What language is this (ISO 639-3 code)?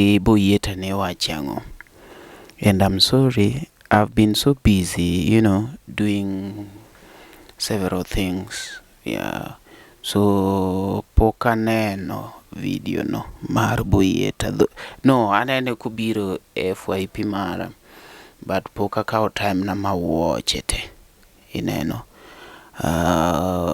luo